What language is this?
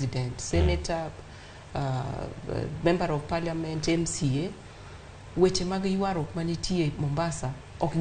Luo (Kenya and Tanzania)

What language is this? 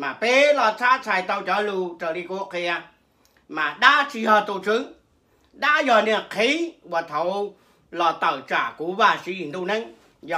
Hmong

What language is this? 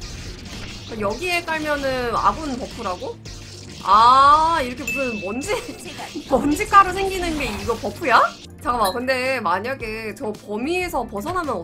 Korean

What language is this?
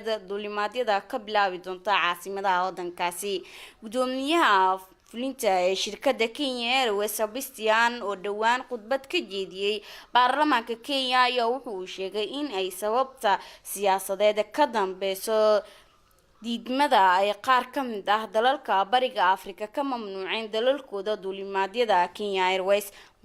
Somali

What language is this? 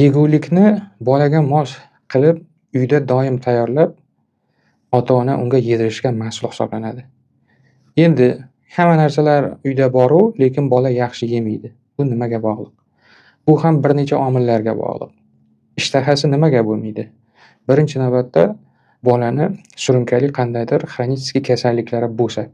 Uzbek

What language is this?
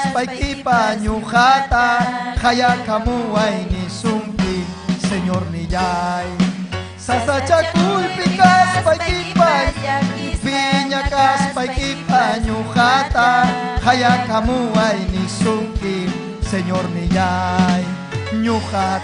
Ayacucho Quechua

